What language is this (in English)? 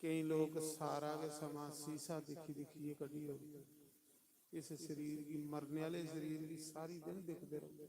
Dogri